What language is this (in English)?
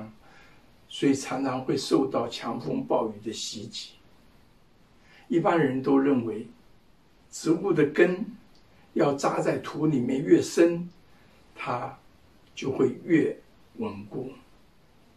Chinese